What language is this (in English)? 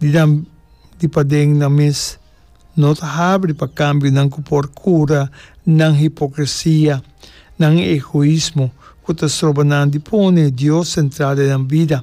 Papiamento